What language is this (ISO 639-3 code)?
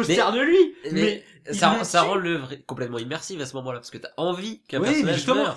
fra